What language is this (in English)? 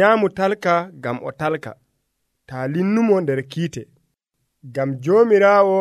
Nigerian Fulfulde